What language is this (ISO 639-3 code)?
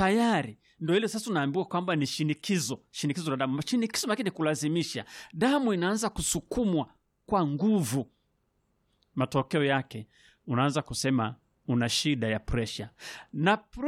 swa